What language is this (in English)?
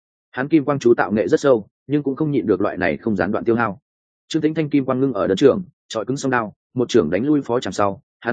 Vietnamese